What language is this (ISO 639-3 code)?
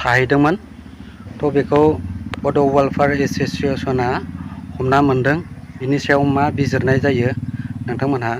brx